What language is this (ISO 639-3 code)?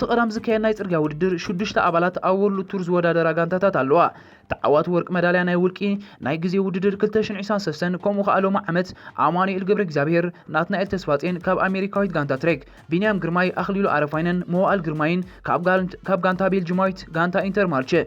tir